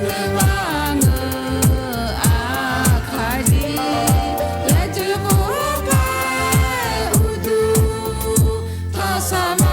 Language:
Akha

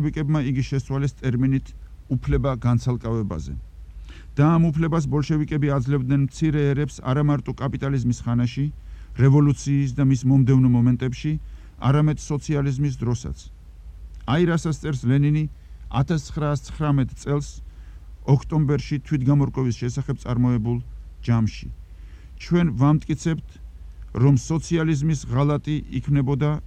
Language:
Georgian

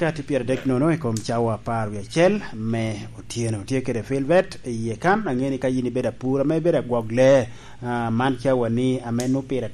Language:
Lango (Uganda)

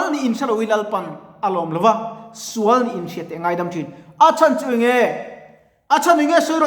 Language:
Mizo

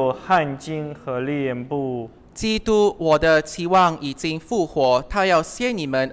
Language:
Chinese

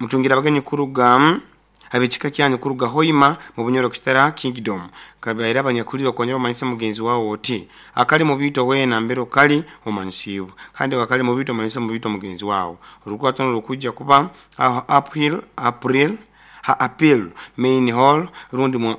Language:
Nyoro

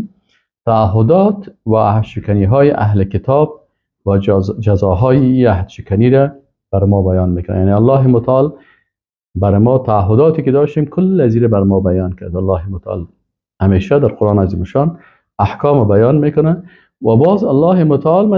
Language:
Persian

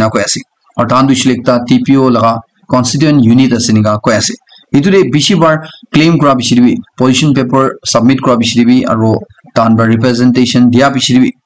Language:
Naga Pidgin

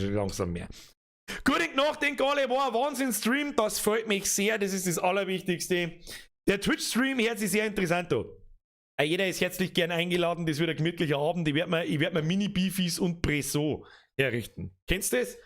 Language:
Bavarian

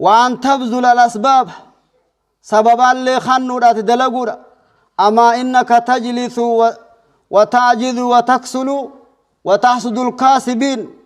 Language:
Oromo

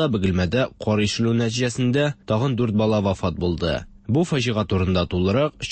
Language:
Tatar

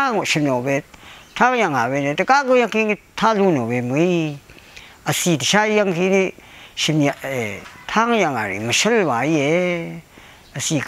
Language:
Rawang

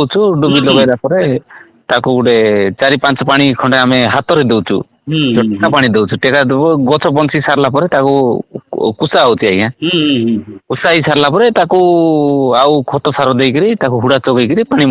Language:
Odia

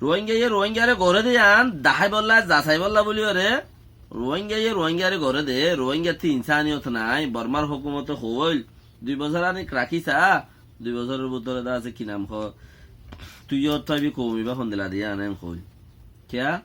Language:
Rohingya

